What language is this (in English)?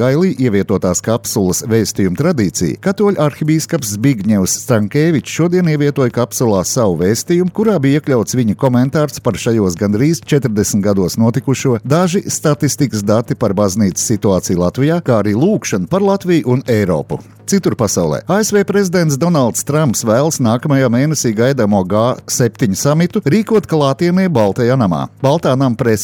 Latvian